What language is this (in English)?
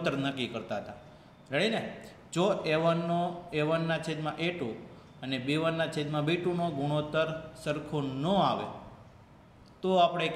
Gujarati